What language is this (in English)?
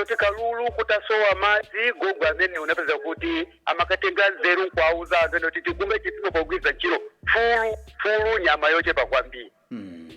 Nyanja